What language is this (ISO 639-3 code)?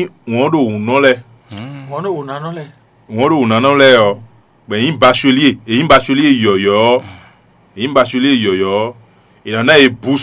fon